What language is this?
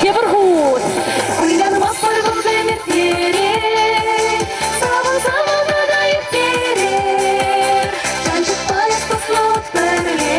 Chuvash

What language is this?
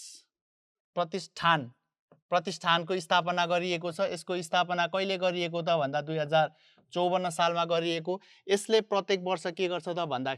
Nepali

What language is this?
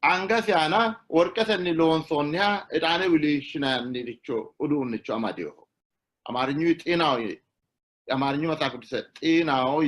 Sidamo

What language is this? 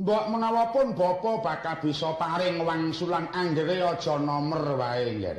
Javanese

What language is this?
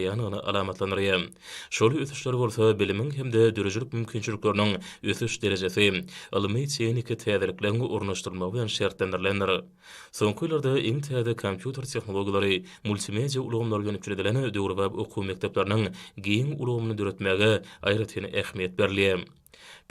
Turkmen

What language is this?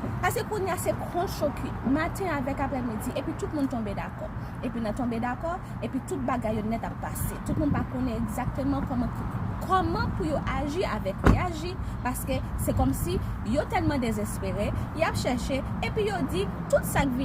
Haitian Creole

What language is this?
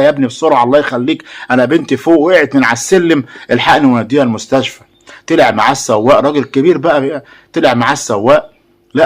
Egyptian Arabic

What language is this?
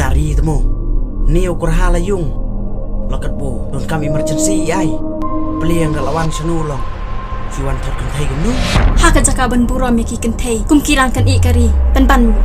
Khasi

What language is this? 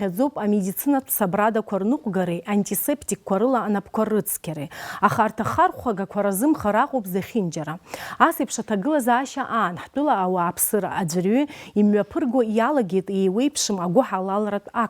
Abkhazian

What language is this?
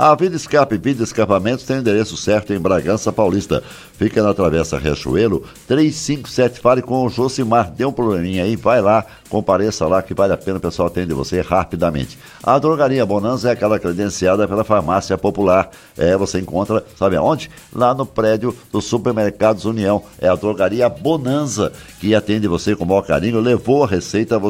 Portuguese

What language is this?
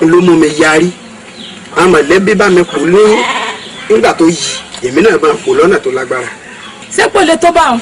Yoruba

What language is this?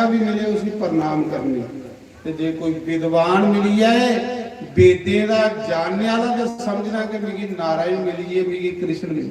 Dogri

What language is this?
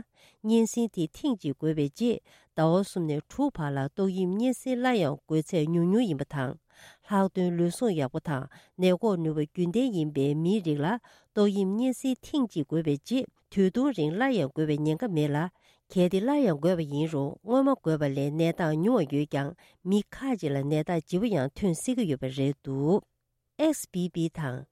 Tibetan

